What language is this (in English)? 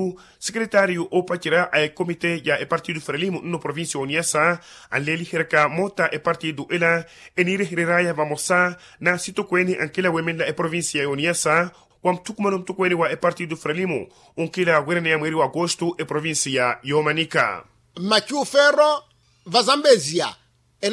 Makhuwa